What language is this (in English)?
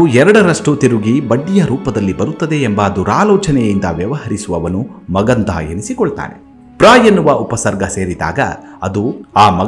Kannada